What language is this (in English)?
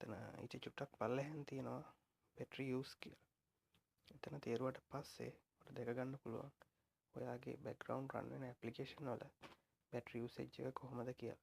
Sinhala